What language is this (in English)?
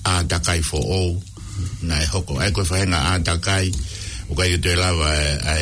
Tongan